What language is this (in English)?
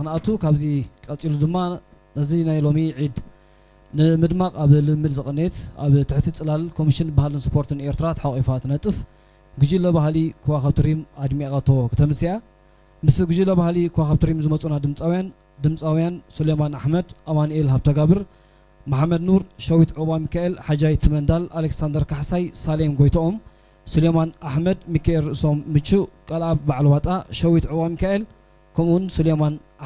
Tigrinya